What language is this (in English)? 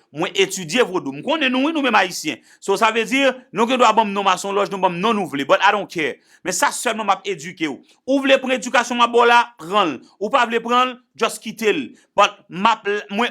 Haitian Creole